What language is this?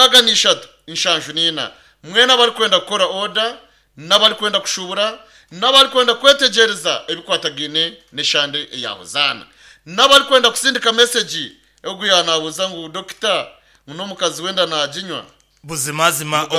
Nyankole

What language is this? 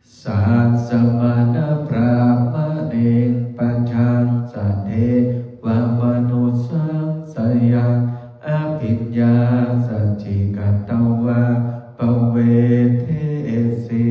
Pali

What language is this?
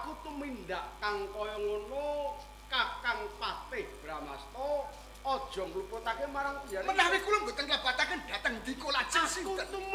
Javanese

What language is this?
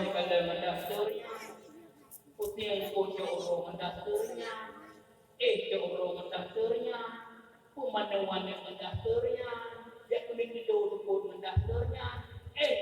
Achinese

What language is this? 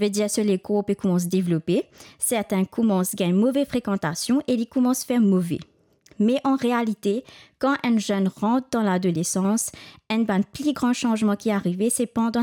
Morisyen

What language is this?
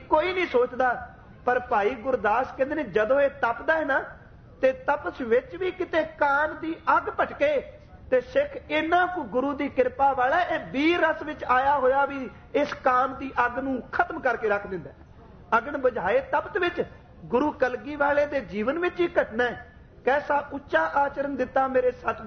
Punjabi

